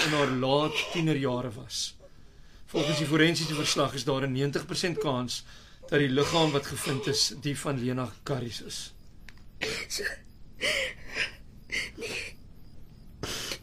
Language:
Afrikaans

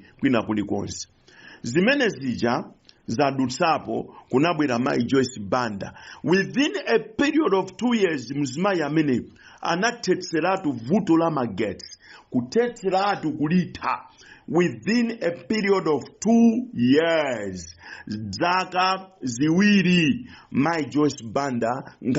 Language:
Nyanja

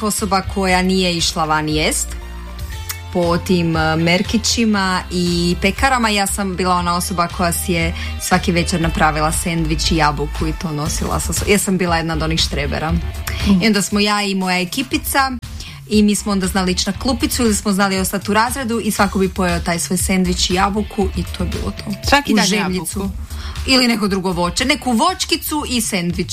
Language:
Croatian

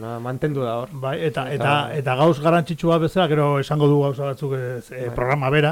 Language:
Basque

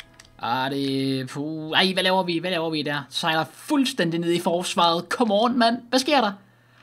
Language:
Danish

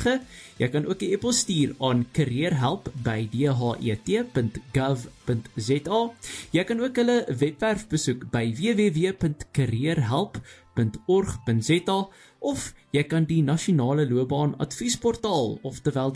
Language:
Afrikaans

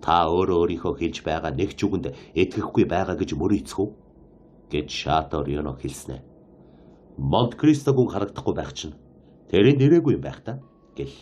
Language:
Mongolian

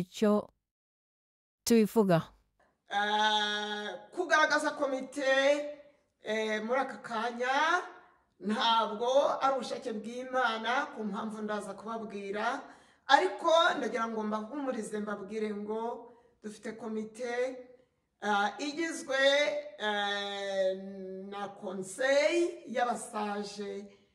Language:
Kinyarwanda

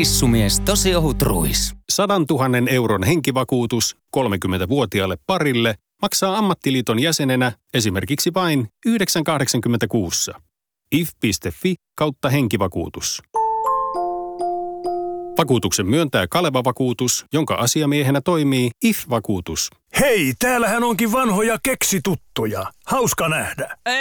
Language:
Finnish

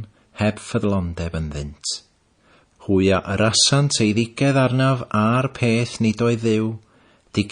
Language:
Welsh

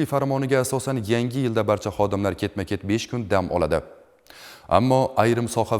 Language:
Uzbek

